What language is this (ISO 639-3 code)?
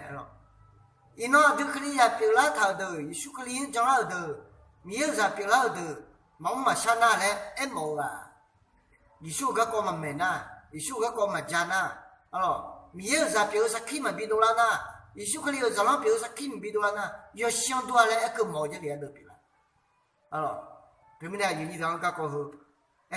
ahk